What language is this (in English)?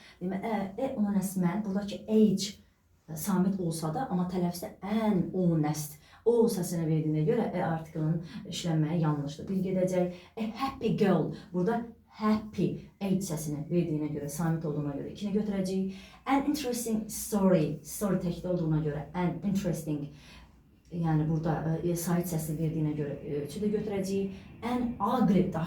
Azerbaijani